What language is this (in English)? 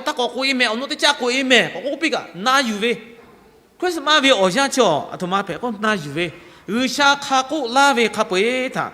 Lahu